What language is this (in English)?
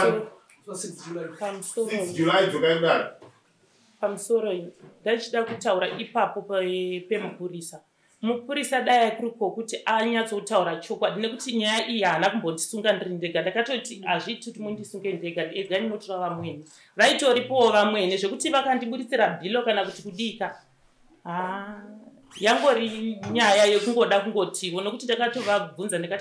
Shona